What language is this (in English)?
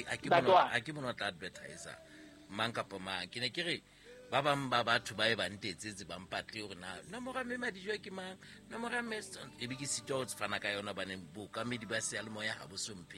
Southern Sotho